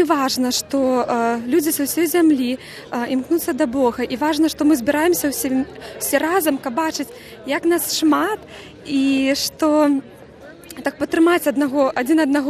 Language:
Belarusian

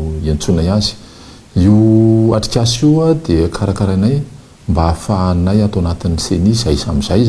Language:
Malagasy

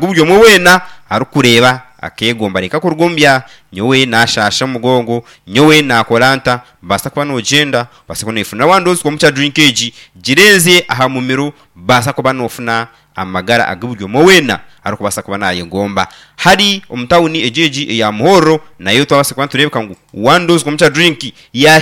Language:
Nyankole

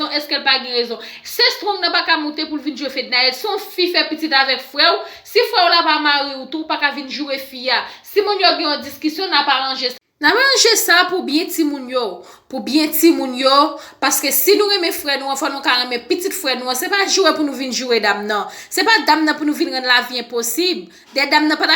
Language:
Haitian Creole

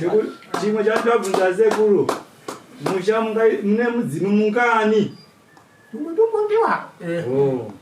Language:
Shona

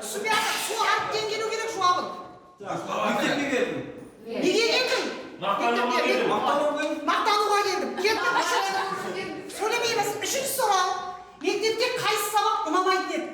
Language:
Kara-Kalpak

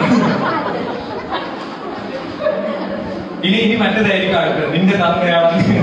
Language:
Malayalam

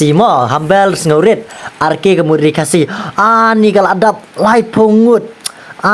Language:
Khasi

